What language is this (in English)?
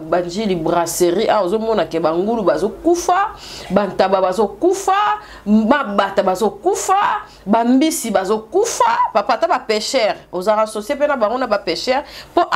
Lingala